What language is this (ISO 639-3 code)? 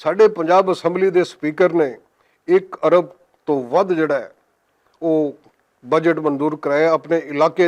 lah